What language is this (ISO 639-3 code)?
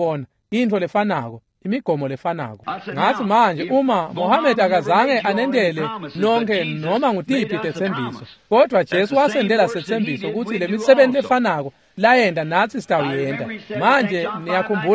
ssw